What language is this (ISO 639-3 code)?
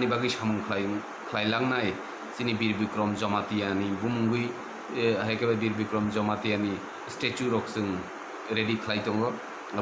trp